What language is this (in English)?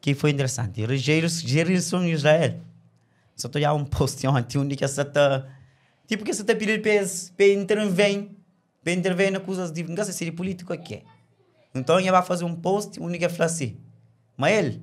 Kabuverdianu